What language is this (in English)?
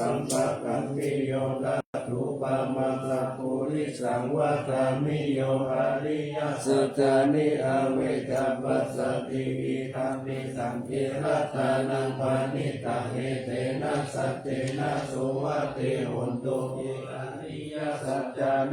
Pali